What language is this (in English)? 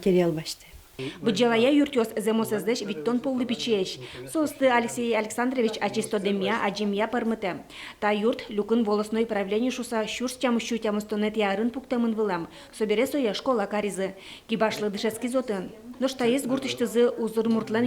Udmurt